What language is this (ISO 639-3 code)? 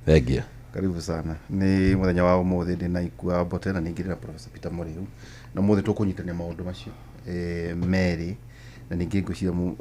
kik